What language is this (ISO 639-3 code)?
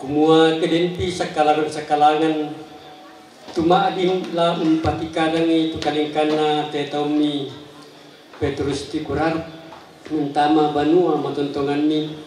sda